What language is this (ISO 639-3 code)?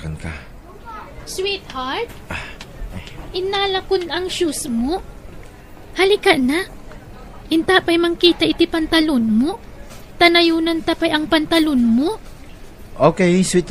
ilo